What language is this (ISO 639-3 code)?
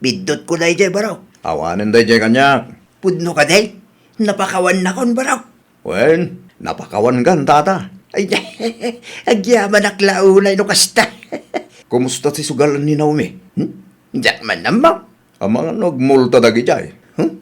ilo